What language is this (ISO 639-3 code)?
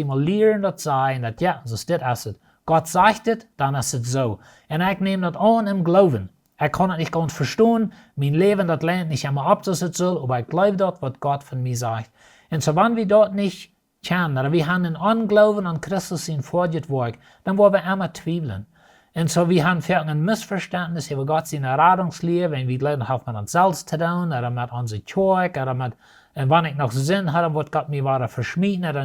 pdt